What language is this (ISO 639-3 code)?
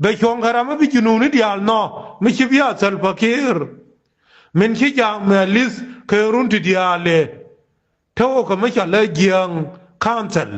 nus